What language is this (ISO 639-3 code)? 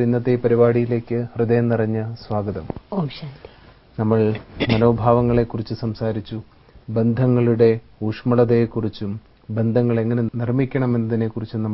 mal